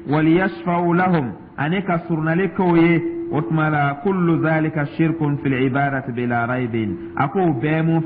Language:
Dyula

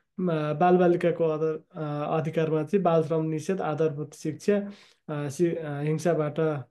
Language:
Nepali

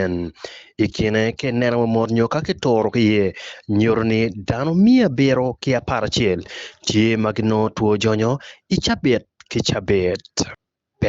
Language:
Acoli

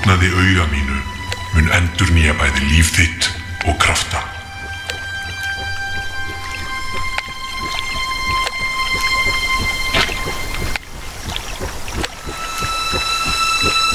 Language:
Icelandic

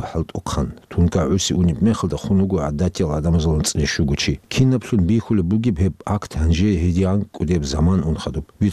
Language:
Avaric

